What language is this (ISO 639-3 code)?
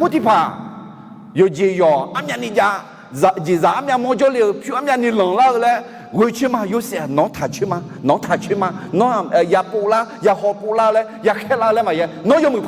ahk